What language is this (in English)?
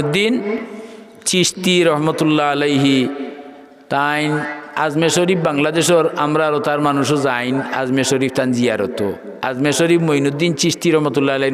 Sylheti